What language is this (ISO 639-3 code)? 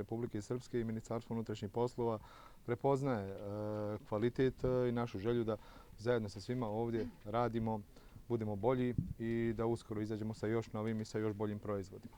bos